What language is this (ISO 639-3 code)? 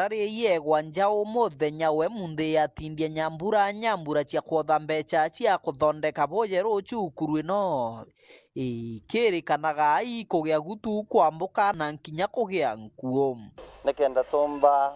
mer